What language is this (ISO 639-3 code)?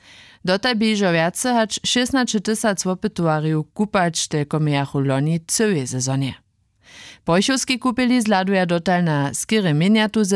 hsb